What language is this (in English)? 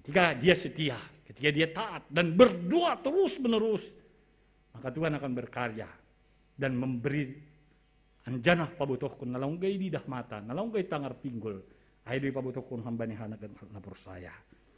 Batak Simalungun